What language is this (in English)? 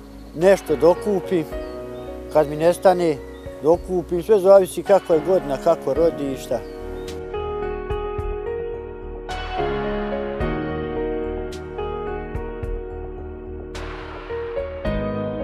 Bosnian